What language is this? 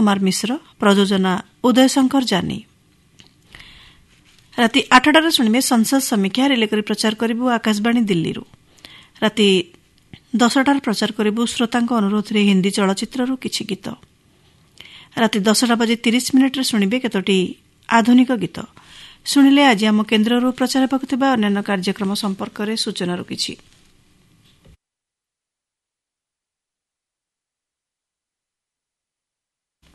Odia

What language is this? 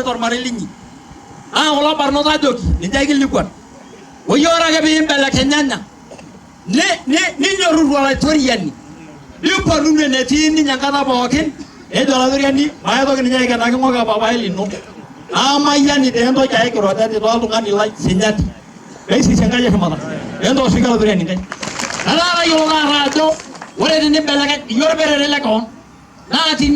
Masai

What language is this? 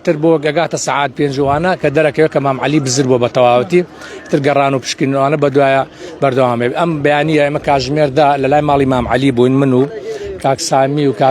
Central Kurdish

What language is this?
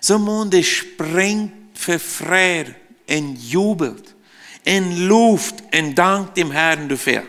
Plautdietsch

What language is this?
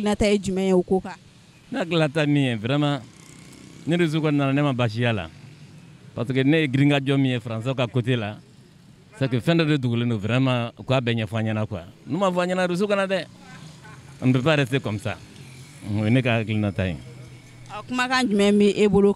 Bambara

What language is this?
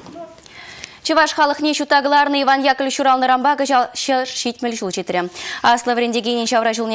Chuvash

